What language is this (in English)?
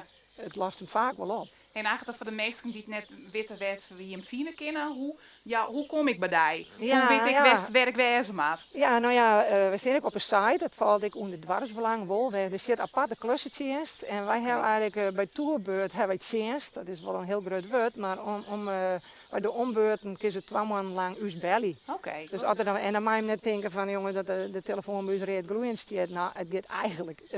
Western Frisian